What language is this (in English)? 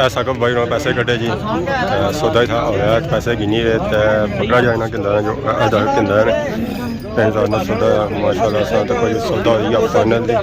Pahari-Potwari